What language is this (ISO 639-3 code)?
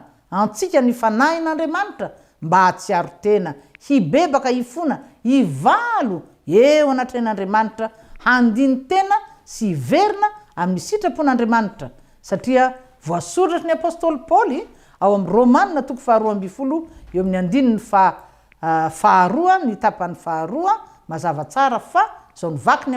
mlg